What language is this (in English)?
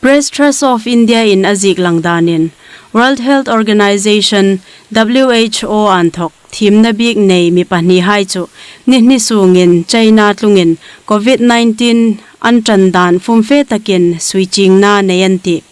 Hmar